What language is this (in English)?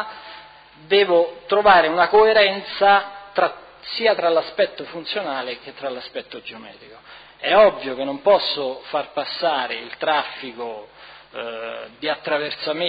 Italian